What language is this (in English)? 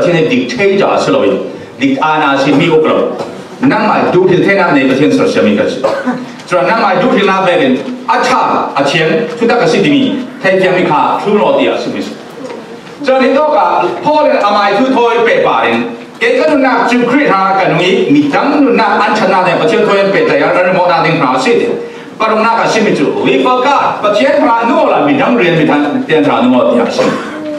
Falam Chin